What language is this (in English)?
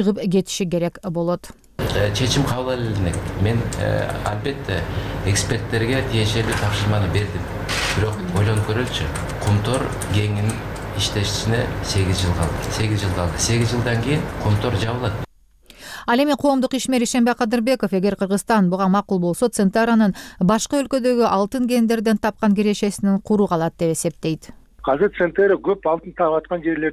Kyrgyz